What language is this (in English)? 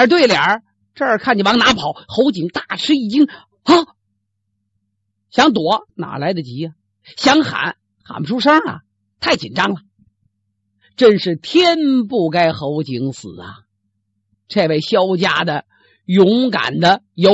Chinese